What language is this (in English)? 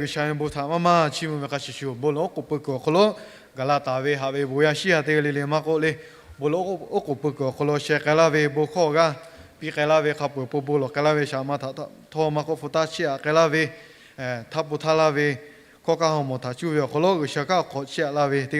Lahu